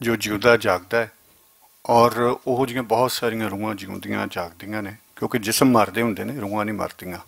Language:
Western Panjabi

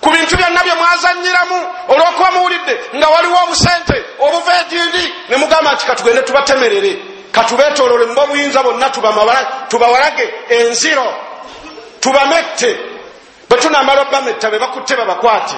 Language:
Ganda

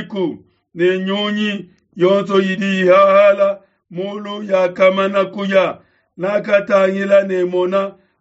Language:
Luba-Lulua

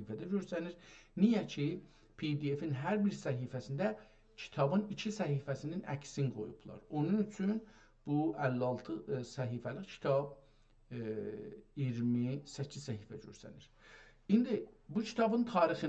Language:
South Azerbaijani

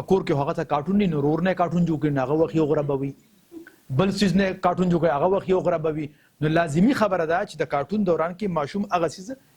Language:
Pashto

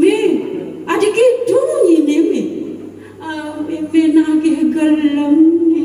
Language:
Balinese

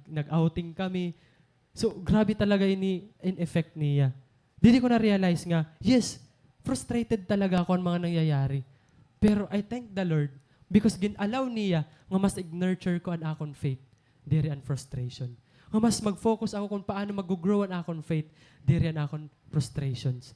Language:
Waray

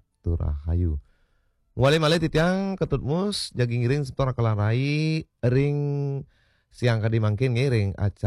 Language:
Balinese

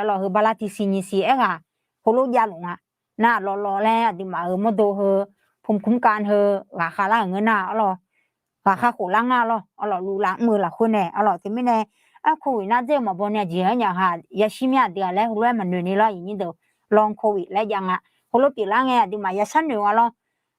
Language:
Akha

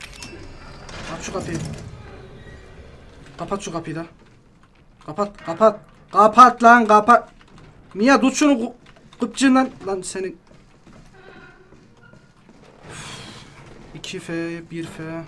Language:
Turkish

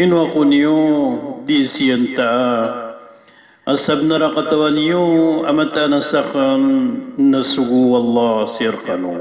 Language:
Maranao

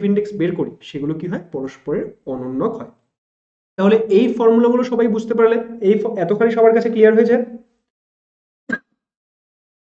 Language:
Bangla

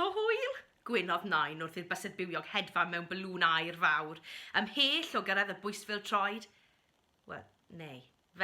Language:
Welsh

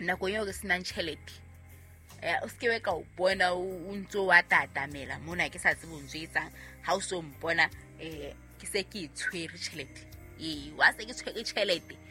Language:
Southern Sotho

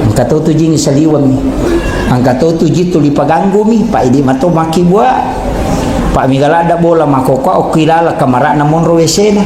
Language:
Buginese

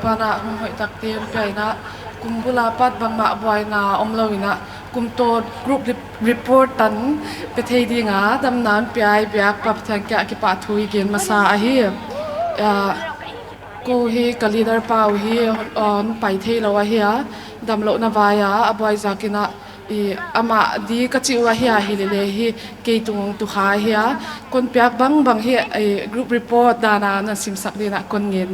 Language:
Paite Chin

